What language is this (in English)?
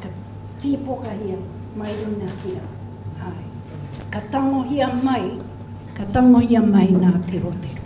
Māori